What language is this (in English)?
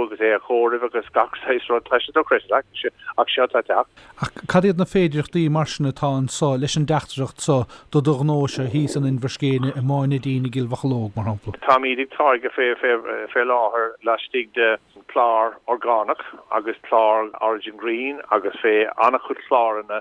Irish